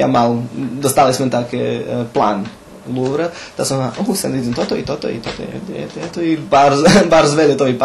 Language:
Rusyn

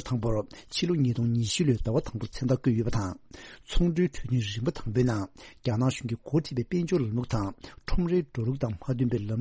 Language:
Tibetan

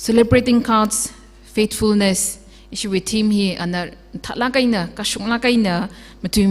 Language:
Tangkhul Naga (India)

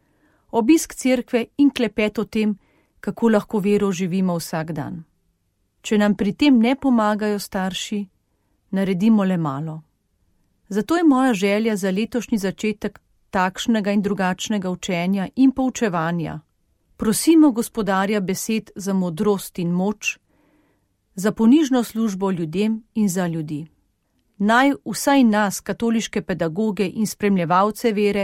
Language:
Slovenian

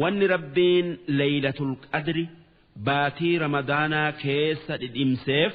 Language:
Oromo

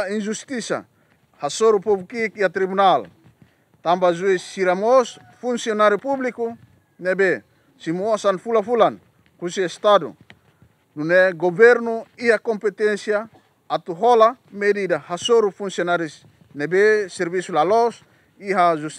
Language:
Tetum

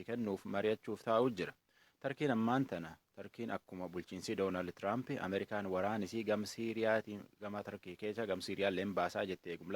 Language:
Oromo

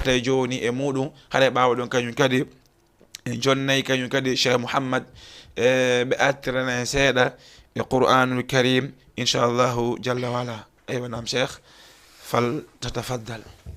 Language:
Fula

